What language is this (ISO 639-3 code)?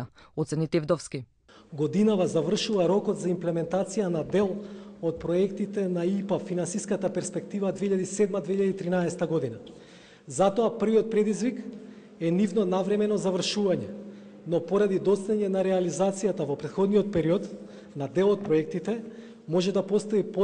mkd